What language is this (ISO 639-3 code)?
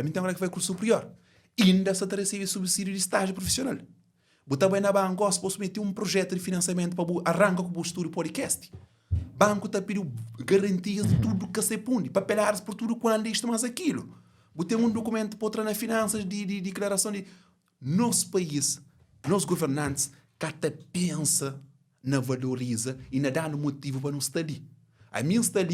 kea